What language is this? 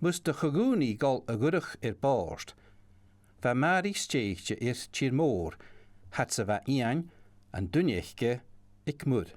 Scottish Gaelic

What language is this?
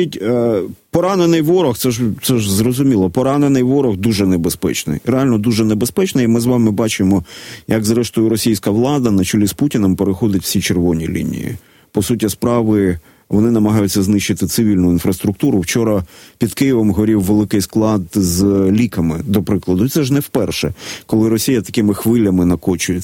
Ukrainian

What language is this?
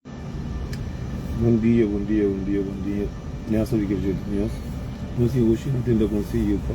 Kabuverdianu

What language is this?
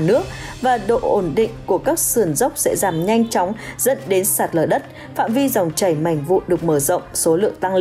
Vietnamese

